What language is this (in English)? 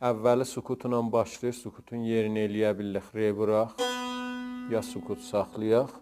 South Azerbaijani